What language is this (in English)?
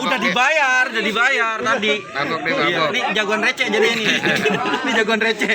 Betawi